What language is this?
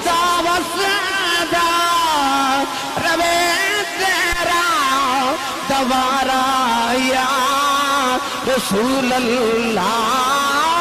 Urdu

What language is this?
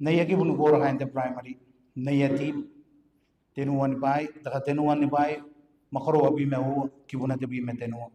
Gilbertese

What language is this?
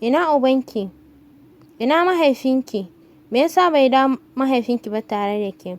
Hausa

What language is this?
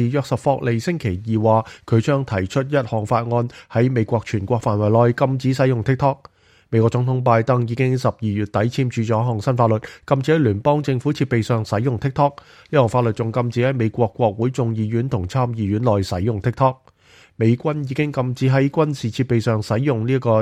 Cantonese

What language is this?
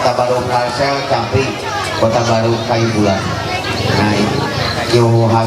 Ma'anyan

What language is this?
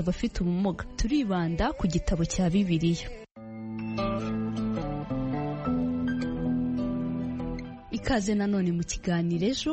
Kinyarwanda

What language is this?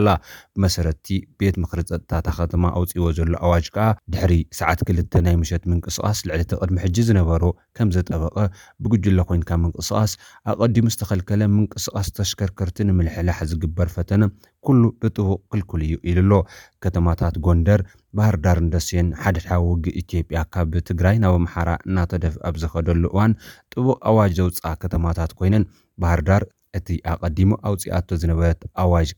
Tigrinya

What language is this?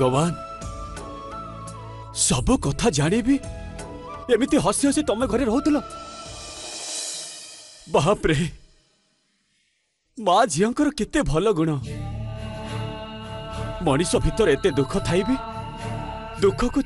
Odia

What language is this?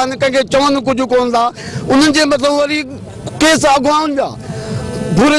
Sindhi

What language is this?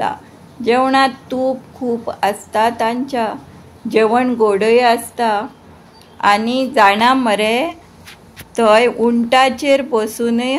Konkani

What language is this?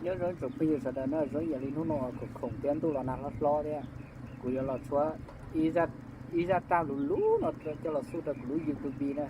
Hmong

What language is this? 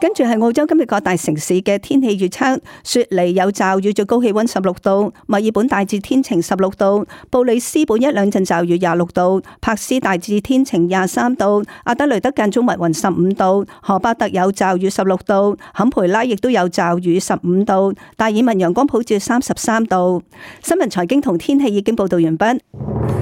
Cantonese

